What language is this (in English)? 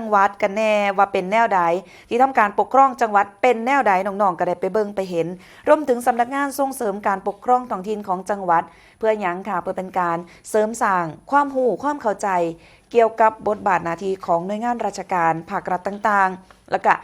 Northeastern Thai